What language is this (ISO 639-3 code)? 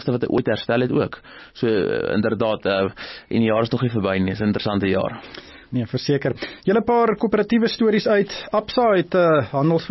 afr